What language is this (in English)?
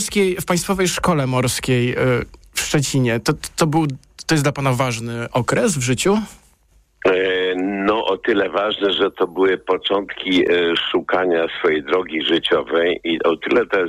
Polish